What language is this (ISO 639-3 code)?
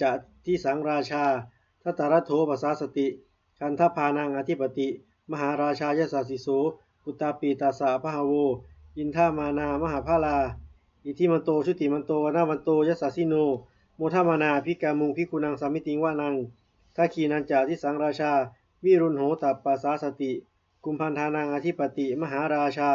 pli